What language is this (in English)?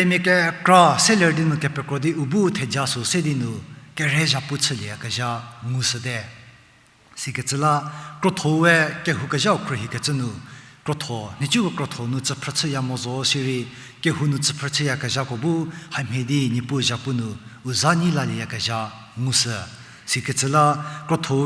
Angami Naga